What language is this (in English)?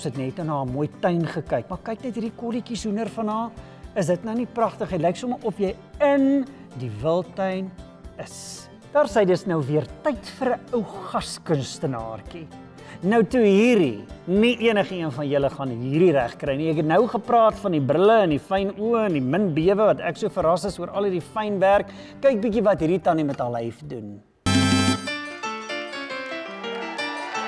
Afrikaans